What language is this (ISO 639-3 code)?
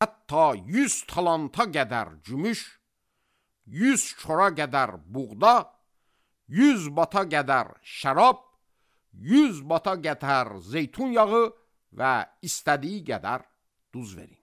aze